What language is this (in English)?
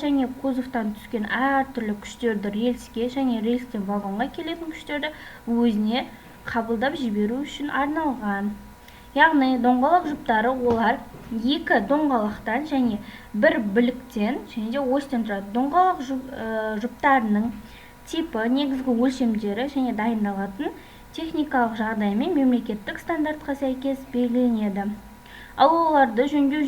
Kazakh